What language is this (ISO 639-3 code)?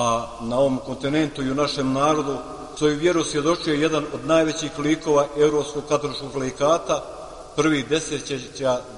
hrv